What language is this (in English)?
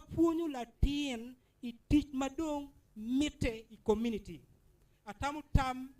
Acoli